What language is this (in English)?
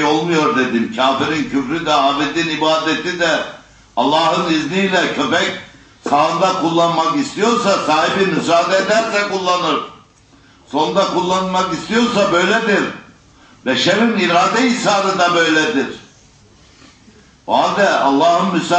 Turkish